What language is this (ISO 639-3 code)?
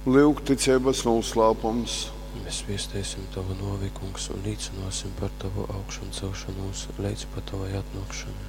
ltg